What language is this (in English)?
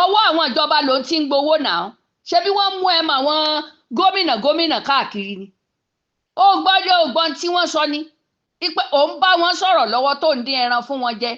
Yoruba